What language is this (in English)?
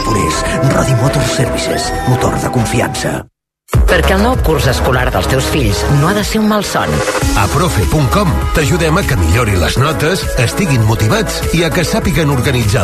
Catalan